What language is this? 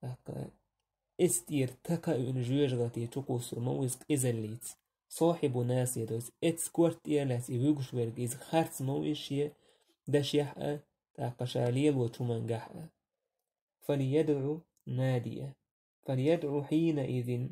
Chechen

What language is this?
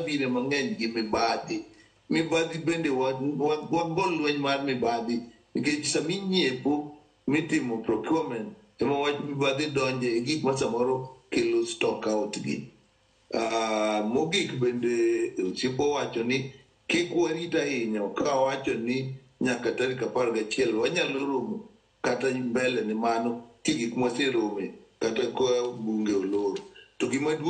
Luo (Kenya and Tanzania)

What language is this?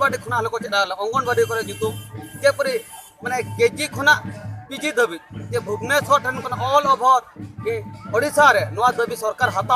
Santali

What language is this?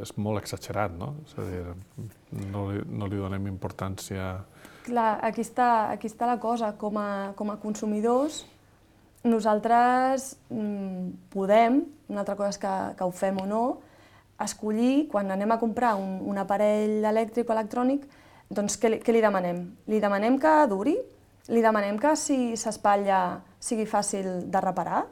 Catalan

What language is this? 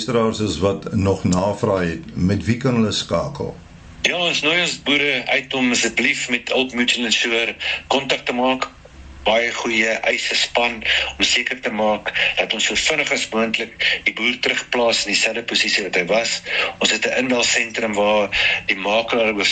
Afrikaans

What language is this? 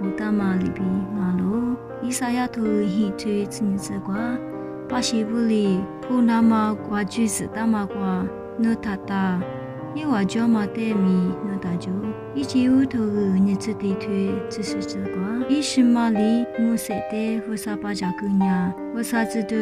Lisu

